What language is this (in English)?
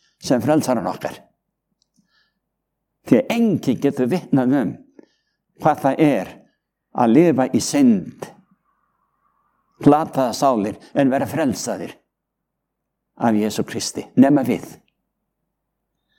Icelandic